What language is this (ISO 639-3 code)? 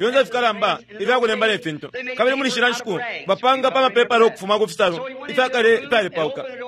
bem